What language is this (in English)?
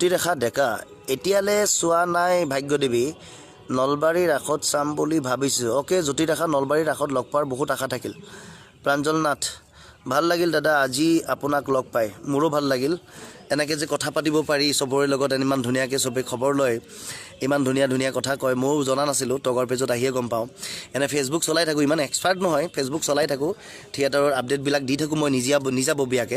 Assamese